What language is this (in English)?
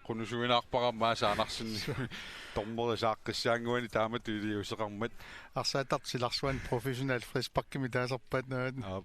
Kalaallisut